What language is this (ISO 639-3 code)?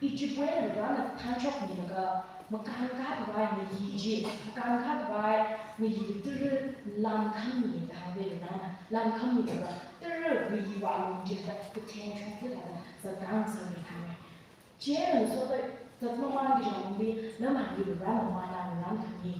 nmf